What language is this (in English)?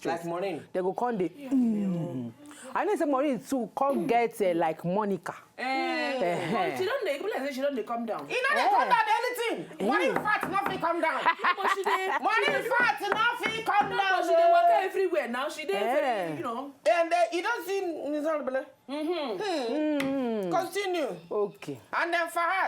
Nigerian Pidgin